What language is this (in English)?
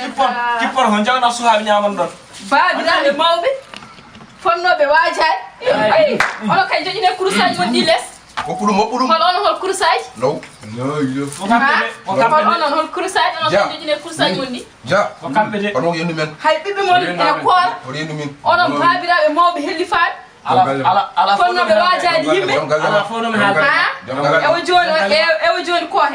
Fula